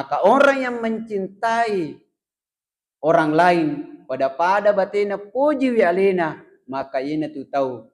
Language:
Buginese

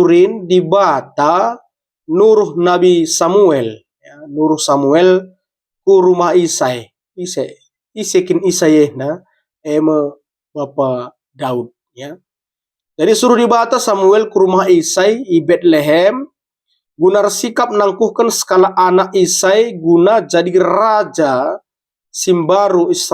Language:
Batak Karo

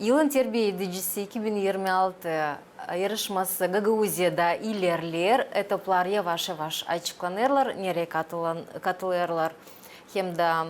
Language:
Gagauz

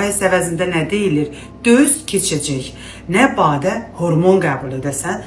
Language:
Azerbaijani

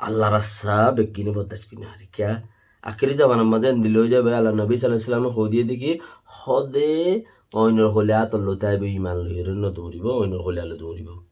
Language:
Rohingya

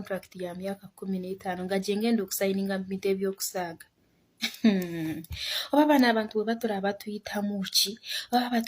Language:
Ganda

